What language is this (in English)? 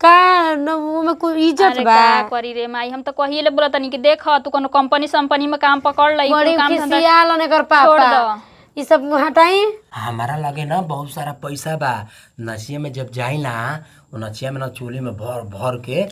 Bhojpuri